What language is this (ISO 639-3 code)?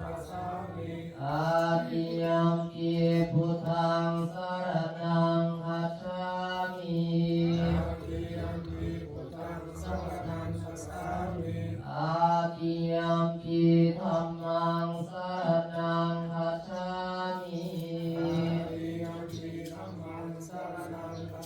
pli